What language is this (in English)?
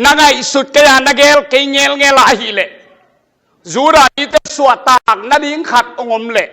Tedim Chin